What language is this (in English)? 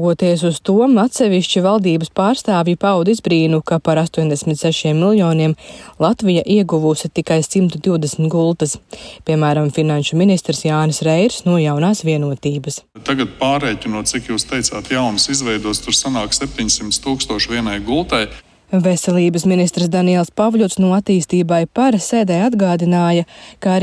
Latvian